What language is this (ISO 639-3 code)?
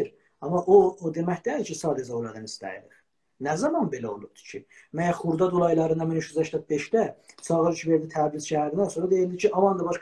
azb